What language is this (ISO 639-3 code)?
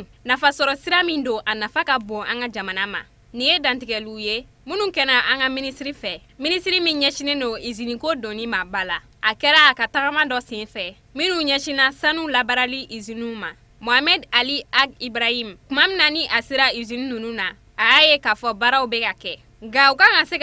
bam